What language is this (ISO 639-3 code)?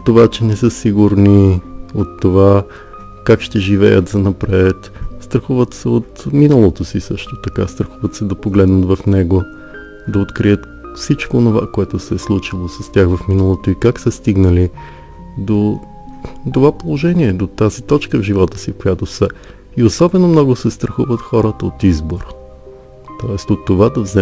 bul